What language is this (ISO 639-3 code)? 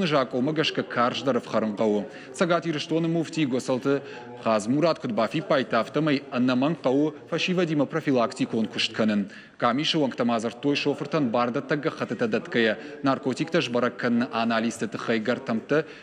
oss